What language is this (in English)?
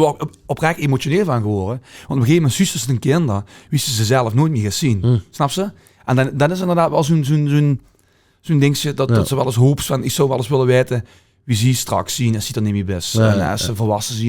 Limburgish